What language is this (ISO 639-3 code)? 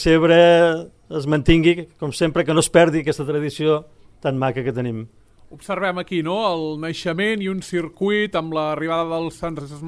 cat